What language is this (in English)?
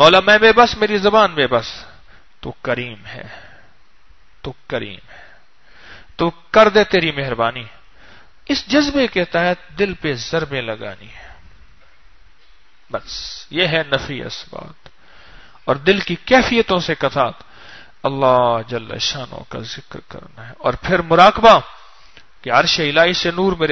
Urdu